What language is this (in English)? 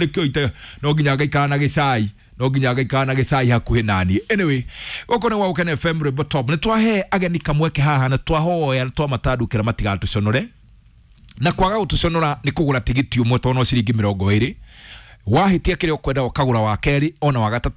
Kikuyu